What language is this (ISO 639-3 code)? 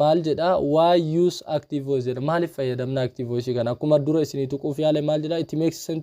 orm